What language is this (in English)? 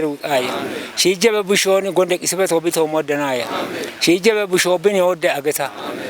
Kafa